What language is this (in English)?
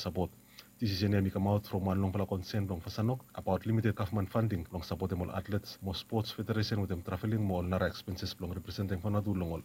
Bislama